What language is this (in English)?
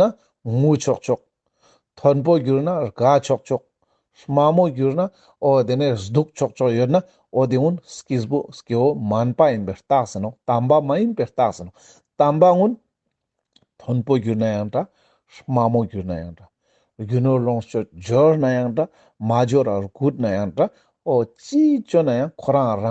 Ladakhi